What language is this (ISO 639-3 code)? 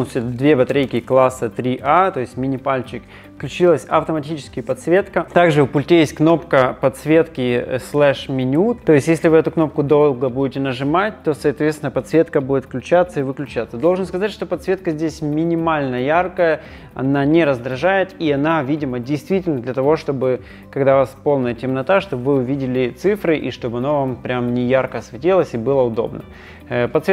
rus